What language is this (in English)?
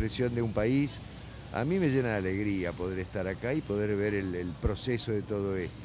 Spanish